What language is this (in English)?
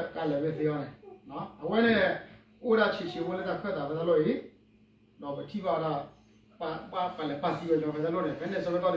S'gaw Karen